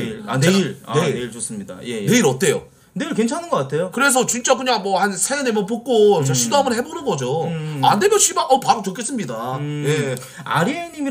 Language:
Korean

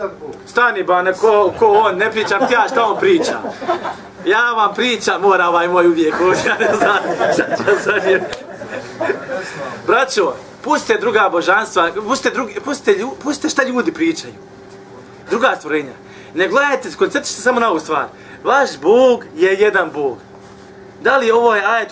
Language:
Bosnian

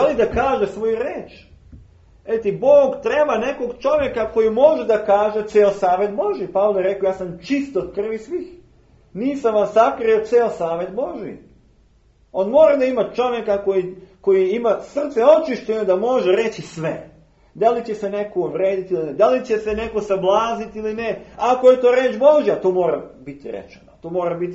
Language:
Serbian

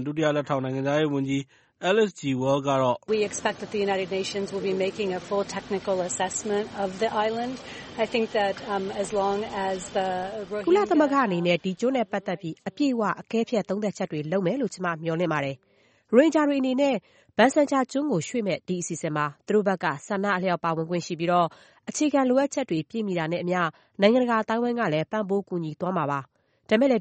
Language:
Burmese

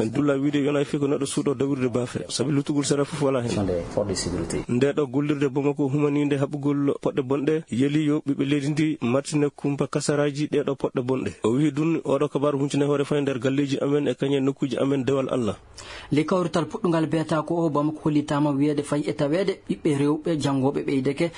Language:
Maasina Fulfulde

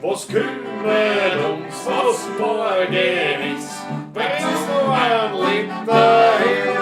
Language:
Bavarian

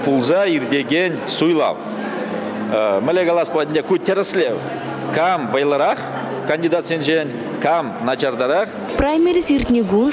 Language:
Chuvash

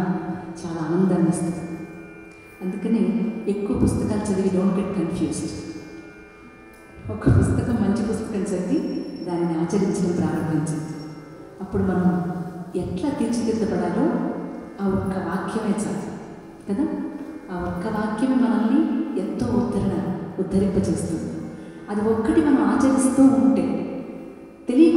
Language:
Telugu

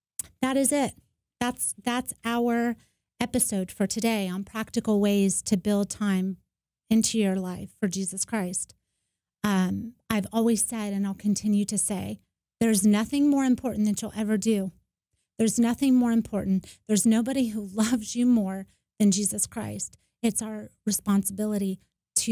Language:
English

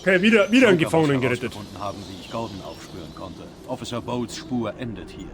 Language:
Bavarian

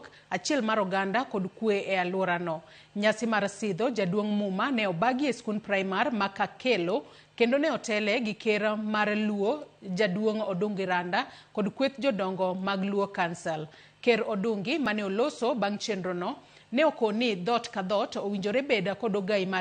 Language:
Luo (Kenya and Tanzania)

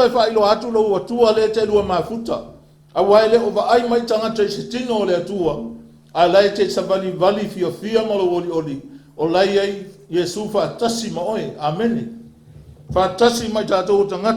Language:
Samoan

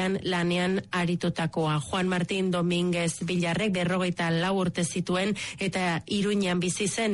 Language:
Basque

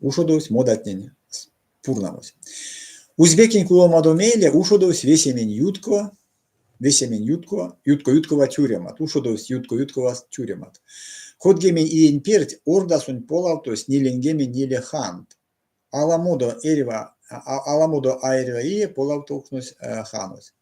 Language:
Erzya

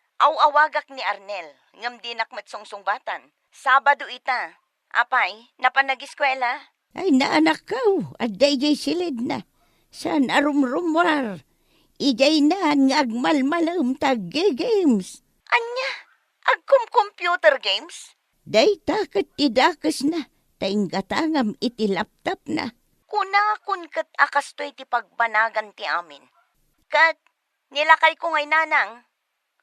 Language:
Iloko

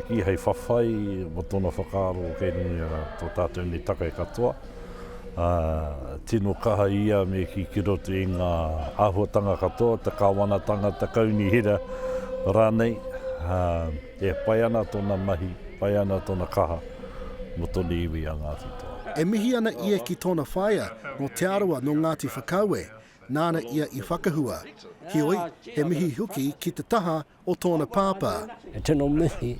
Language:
Māori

